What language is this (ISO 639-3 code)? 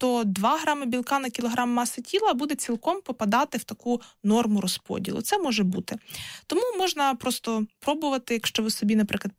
ukr